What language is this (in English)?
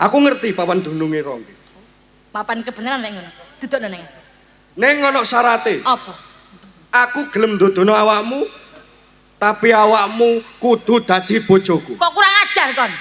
Javanese